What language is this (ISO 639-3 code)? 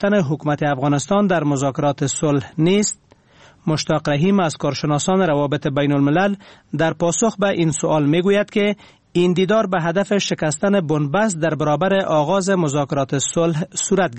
fas